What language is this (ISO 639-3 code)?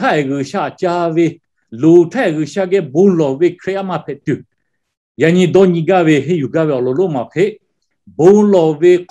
lhu